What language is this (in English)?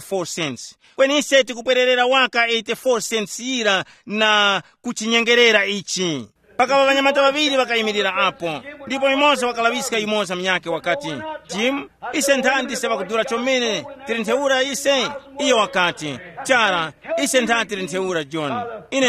Tumbuka